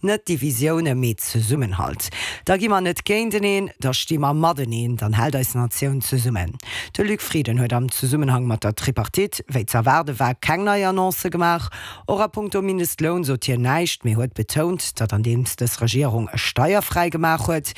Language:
Luxembourgish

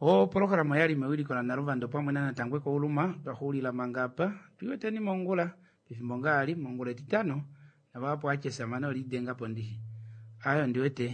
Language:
Kuanyama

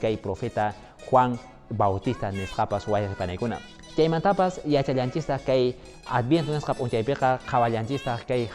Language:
Quechua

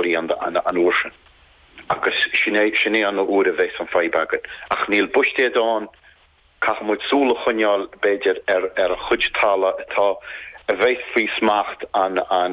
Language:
Irish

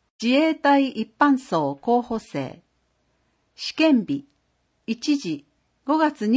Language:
Japanese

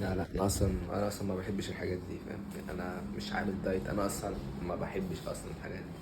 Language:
Egyptian Arabic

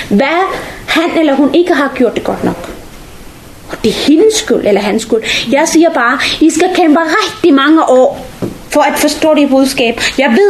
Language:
Danish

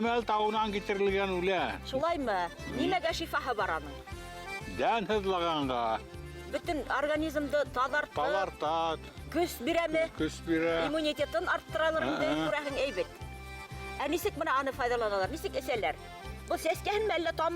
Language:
Bashkir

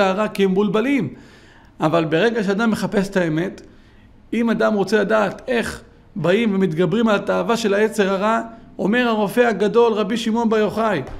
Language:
Hebrew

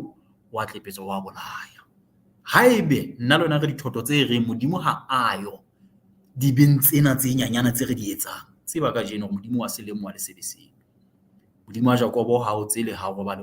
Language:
Southern Sotho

